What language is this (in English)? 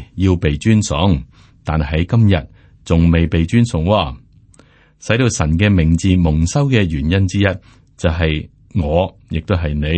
Cantonese